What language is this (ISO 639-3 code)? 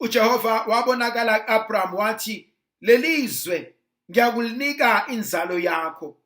zul